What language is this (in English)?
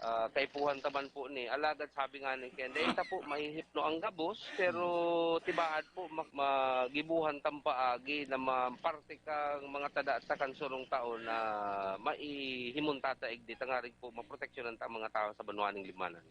Bikol